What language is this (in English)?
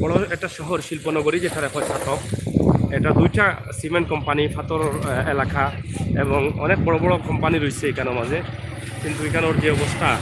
Sylheti